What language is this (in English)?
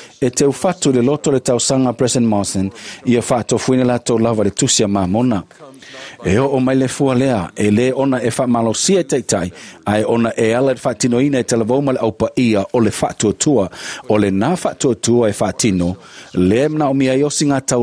Samoan